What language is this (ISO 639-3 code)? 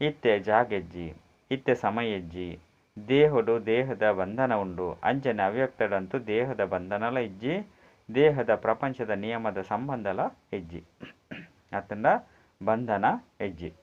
tcy